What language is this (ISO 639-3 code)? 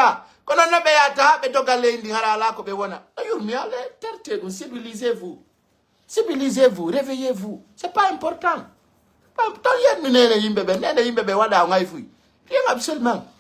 ful